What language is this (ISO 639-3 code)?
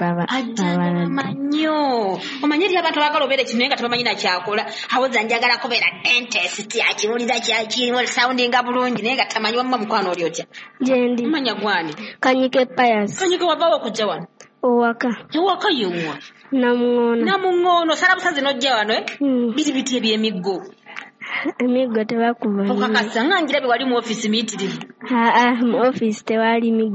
lug